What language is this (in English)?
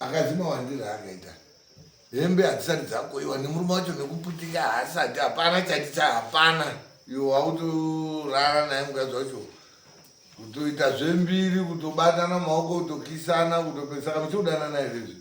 Shona